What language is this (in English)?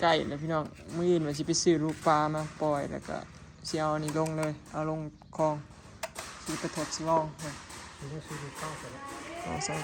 Northeastern Thai